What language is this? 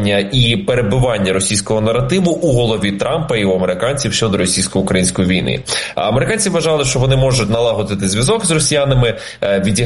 Ukrainian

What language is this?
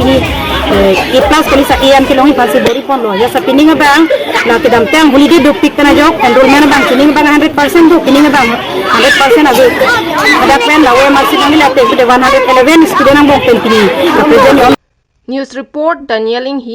Karbi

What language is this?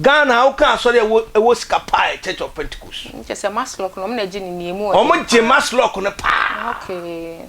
Akan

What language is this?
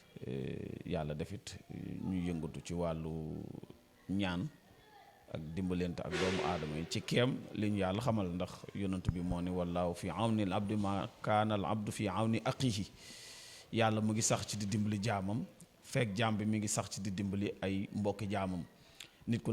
Wolof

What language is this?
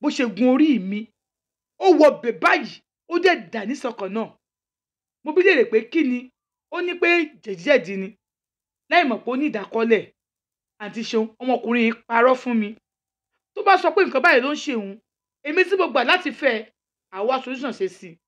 Yoruba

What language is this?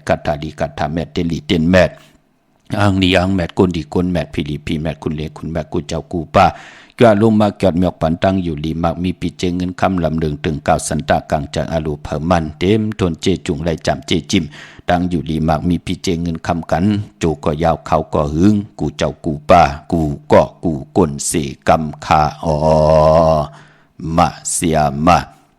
Shan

